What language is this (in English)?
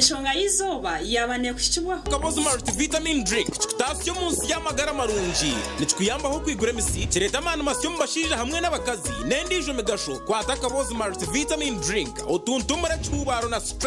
Nyankole